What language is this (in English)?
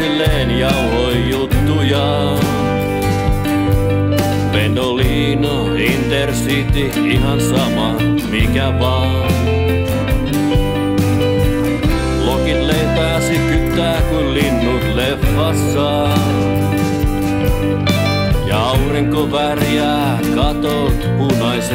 Finnish